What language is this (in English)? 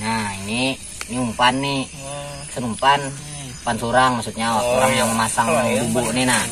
Banjar